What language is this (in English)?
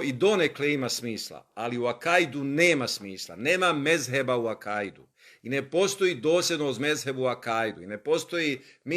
Bosnian